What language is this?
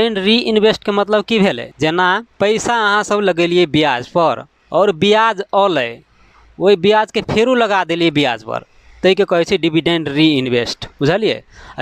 Maithili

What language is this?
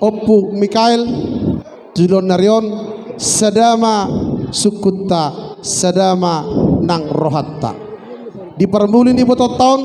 Batak Toba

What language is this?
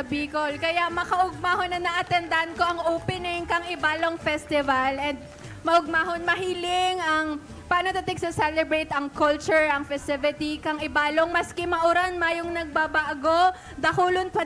Bikol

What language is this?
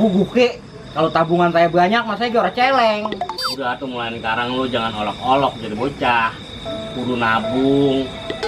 Betawi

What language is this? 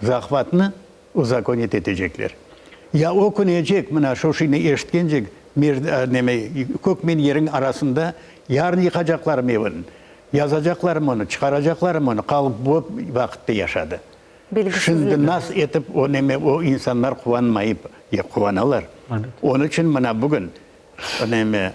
Crimean Tatar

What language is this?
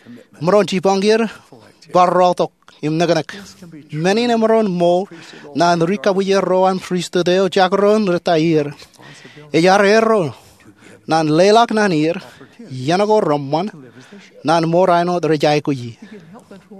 Marshallese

